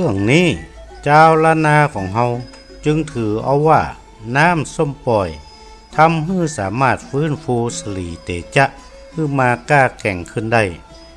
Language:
Northern Thai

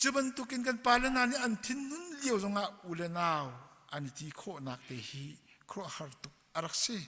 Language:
Hakha Chin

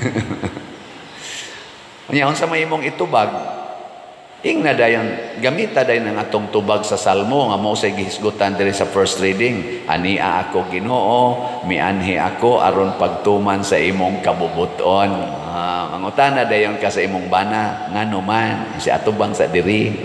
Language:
Cebuano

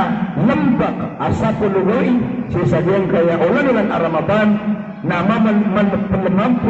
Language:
Maranao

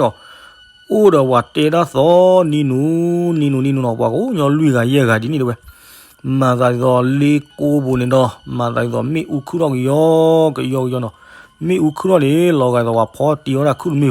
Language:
S'gaw Karen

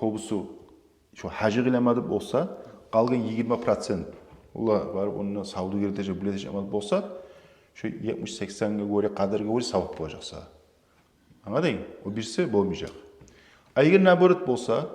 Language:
Kumyk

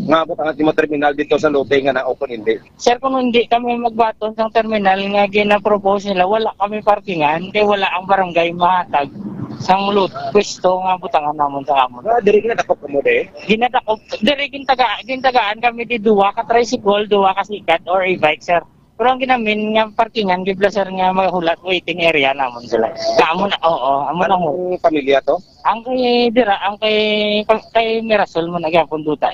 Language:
Hiligaynon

